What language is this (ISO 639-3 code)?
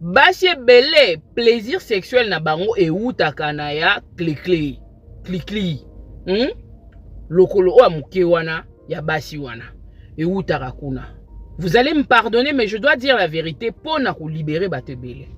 lin